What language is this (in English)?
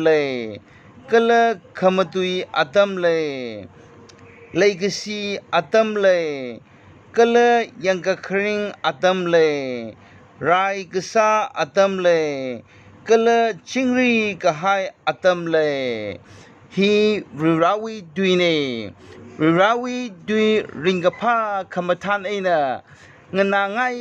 Tangkhul Naga (India)